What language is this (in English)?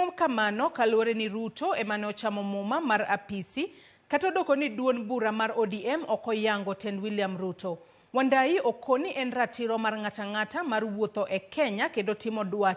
Luo (Kenya and Tanzania)